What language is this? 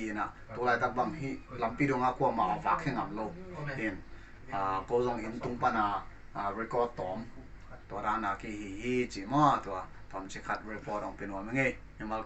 Paite Chin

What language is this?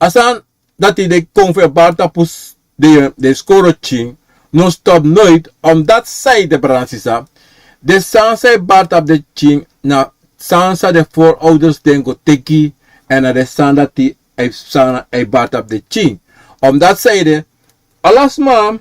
Sranan Tongo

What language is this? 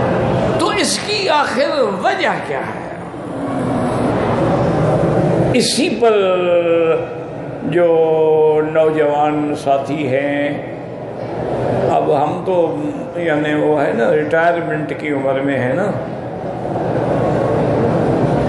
Urdu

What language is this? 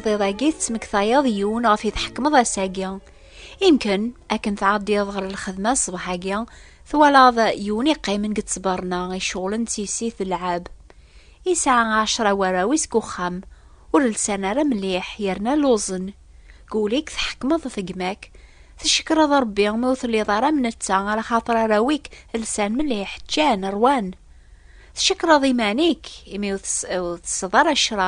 Kabyle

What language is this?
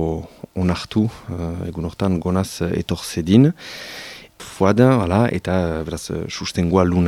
Basque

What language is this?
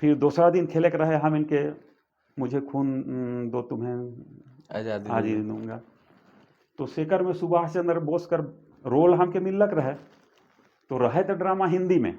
Sadri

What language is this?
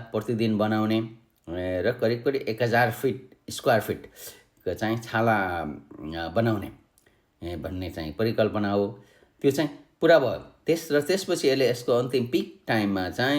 Nepali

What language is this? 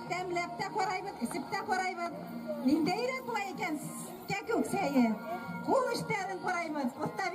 Bashkir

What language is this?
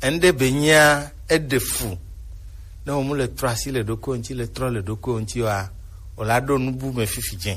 Gen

